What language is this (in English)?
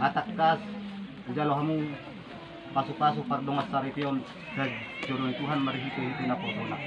Batak Toba